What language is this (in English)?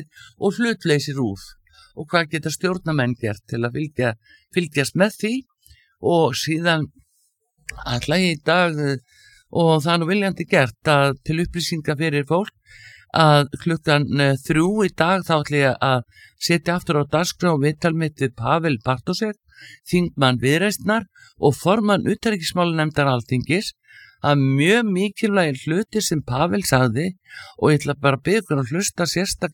Icelandic